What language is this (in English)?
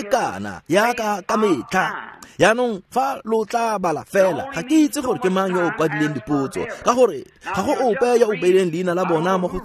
Tswana